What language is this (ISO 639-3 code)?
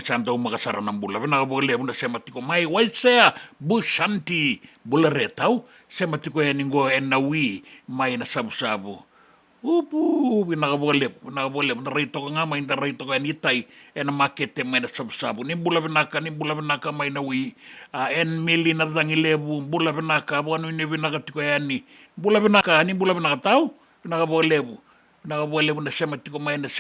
fij